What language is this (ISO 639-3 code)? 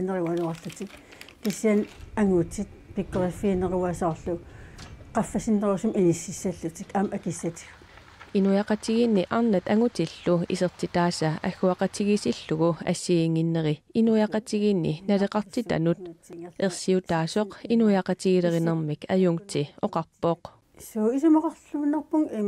kal